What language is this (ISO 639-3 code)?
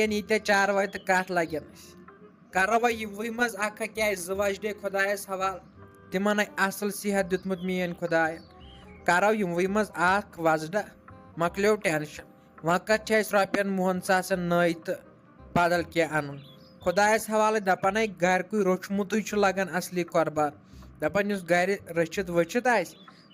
kas